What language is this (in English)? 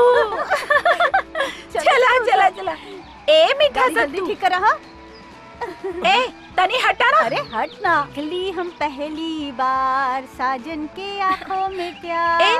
Bhojpuri